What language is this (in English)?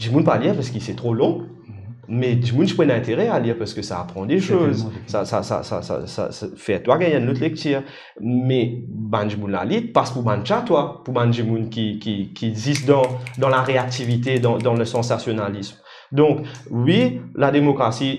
Morisyen